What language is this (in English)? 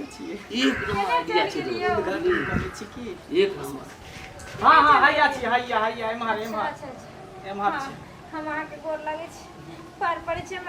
Maithili